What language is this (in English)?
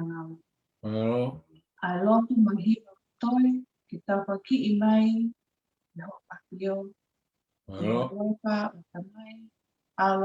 Tongan